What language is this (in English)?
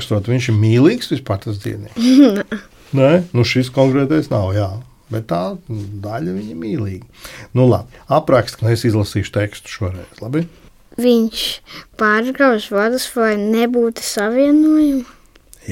Latvian